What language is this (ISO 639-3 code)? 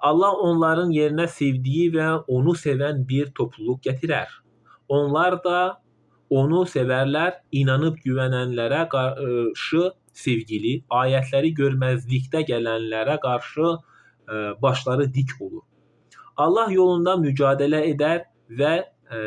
aze